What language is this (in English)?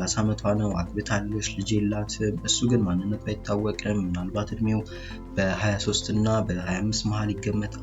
Amharic